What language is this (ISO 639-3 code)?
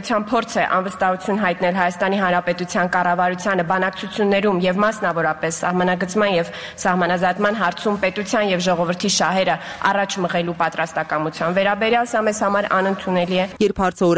hye